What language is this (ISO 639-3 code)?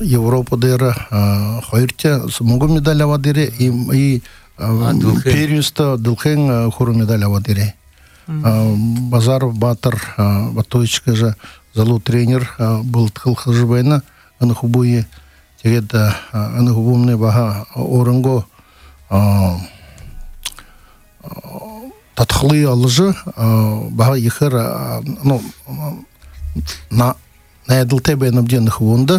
bua